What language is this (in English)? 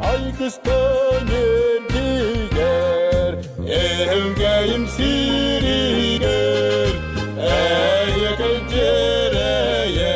Yakut